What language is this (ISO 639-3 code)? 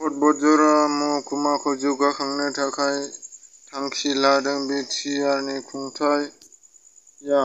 brx